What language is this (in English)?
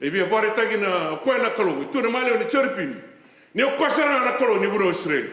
Fijian